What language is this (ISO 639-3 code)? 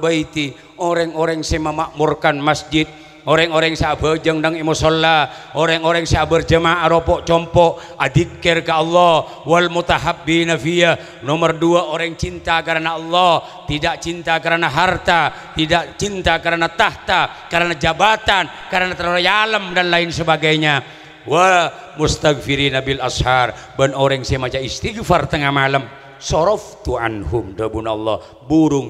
mad